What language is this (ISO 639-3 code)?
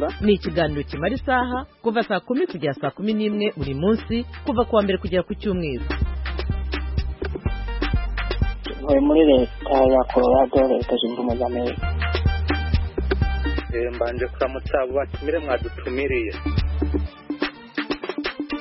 kin